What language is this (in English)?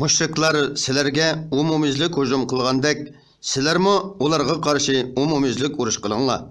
Uyghur